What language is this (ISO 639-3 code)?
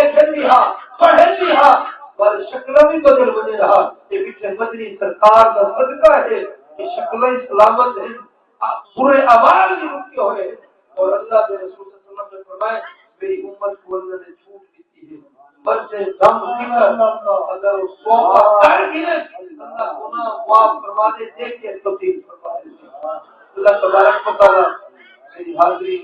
skr